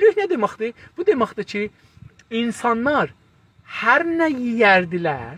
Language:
South Azerbaijani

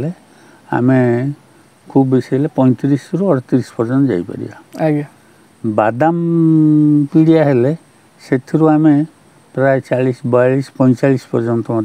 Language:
Odia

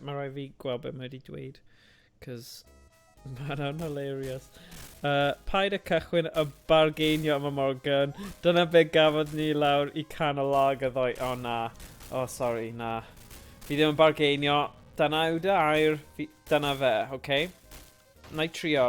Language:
Welsh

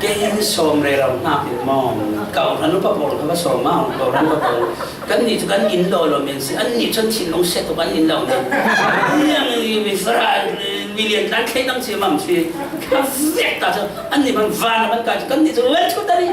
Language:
Falam Chin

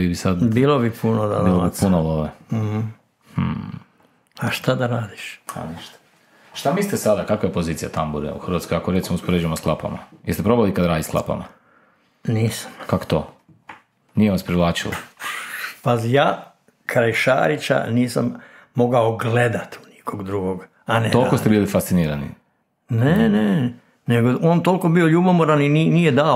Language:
Croatian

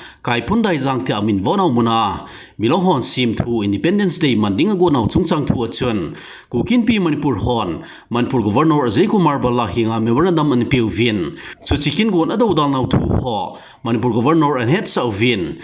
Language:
Thado Chin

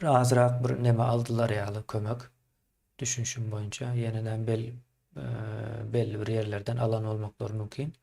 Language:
Turkmen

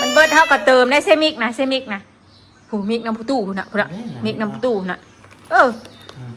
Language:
Northeastern Thai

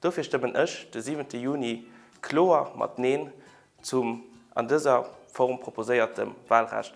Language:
Luxembourgish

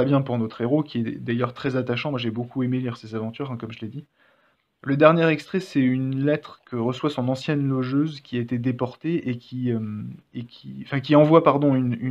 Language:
French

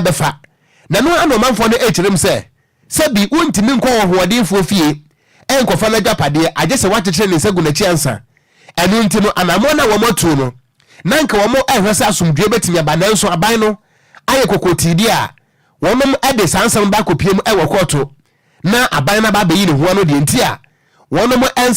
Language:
Akan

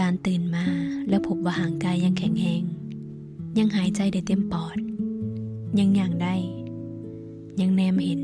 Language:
Lao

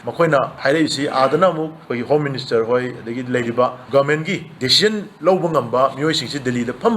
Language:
Manipuri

